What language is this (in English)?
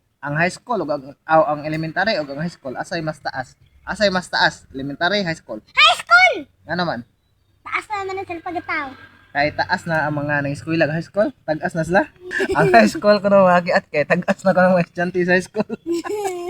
Cebuano